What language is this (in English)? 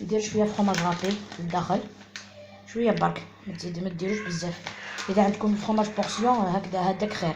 Algerian Arabic